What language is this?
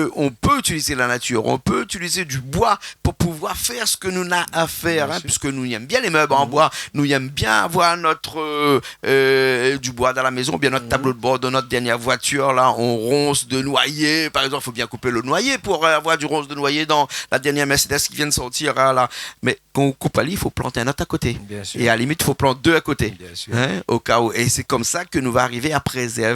Réunion Creole French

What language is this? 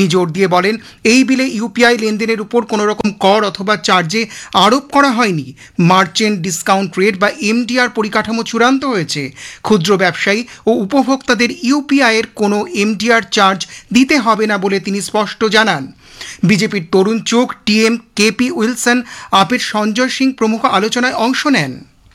Bangla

